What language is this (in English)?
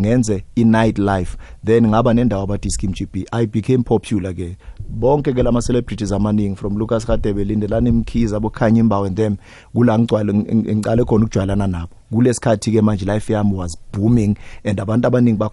South Ndebele